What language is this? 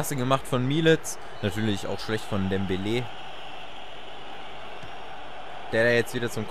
German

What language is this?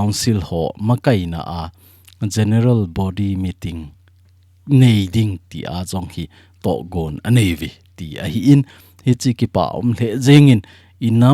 Thado Chin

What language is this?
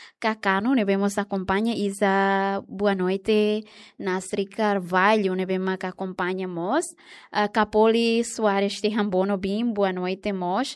Tetum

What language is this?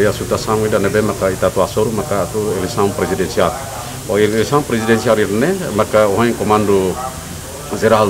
Tetum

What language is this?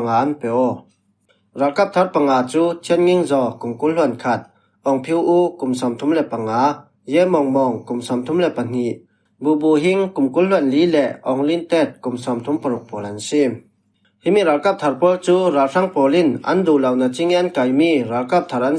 Falam Chin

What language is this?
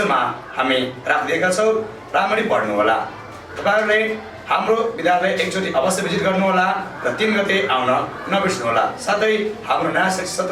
Nepali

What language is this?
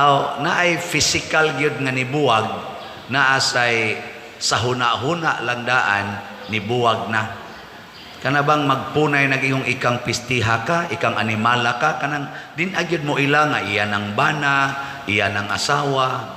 Cebuano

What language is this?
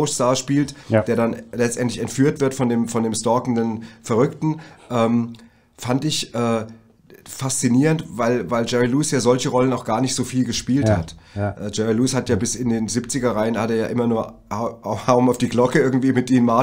German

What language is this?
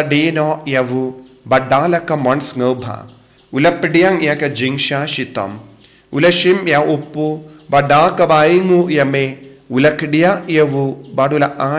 Khasi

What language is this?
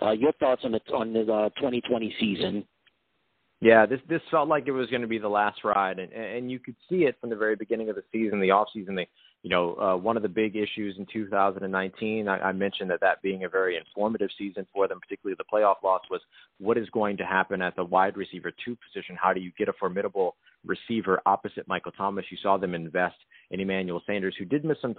English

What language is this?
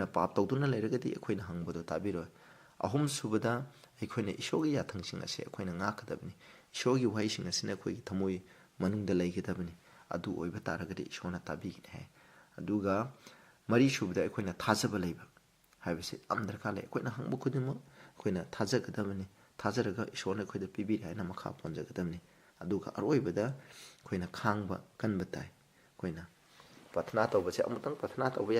Manipuri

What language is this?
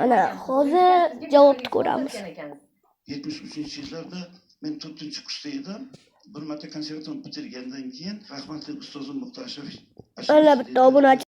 Uzbek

